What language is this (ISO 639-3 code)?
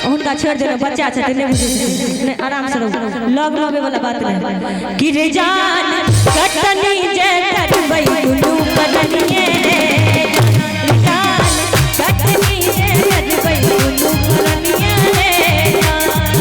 mai